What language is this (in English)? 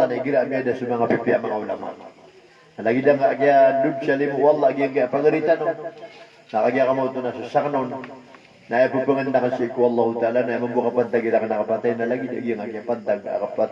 Maranao